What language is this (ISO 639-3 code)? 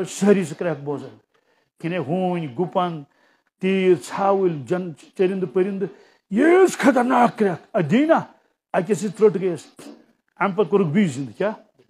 kas